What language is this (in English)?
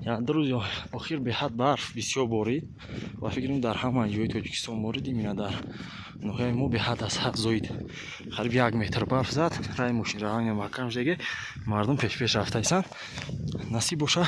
Tajik